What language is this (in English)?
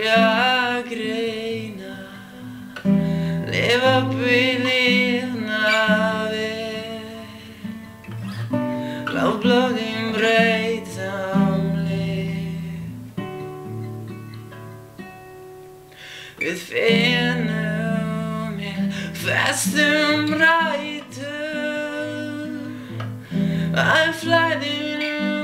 Icelandic